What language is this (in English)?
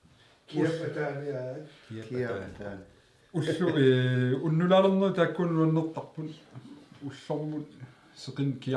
Kalaallisut